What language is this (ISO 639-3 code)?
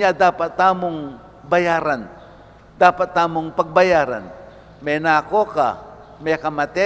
pam